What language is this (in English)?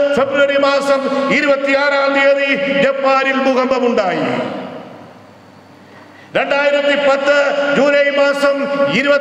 Malayalam